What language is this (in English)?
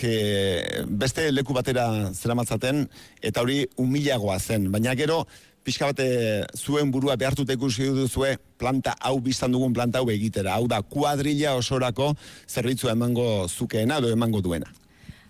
Basque